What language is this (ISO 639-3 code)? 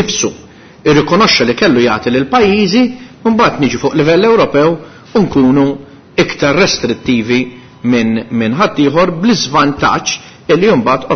mlt